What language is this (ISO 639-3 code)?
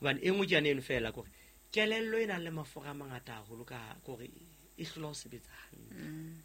sot